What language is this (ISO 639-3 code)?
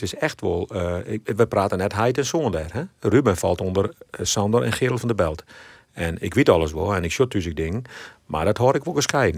fry